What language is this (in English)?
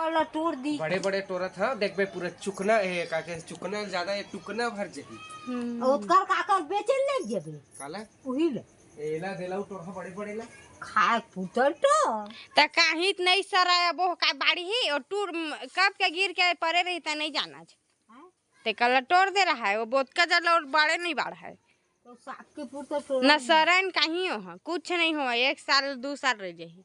Chhattisgarhi